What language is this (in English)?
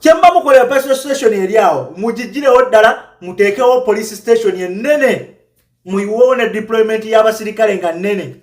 Ganda